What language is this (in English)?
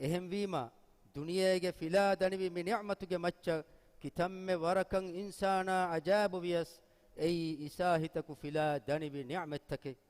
Divehi